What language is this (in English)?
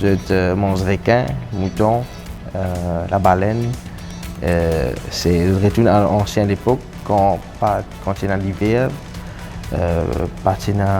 Morisyen